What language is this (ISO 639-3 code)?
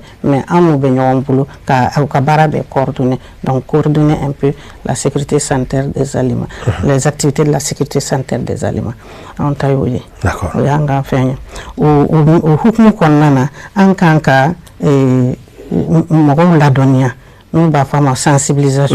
bam